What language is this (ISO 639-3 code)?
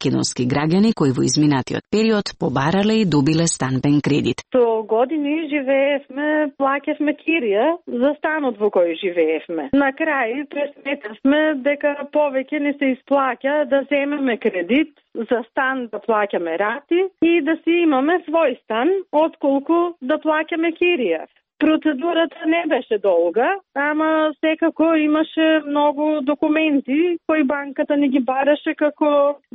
mkd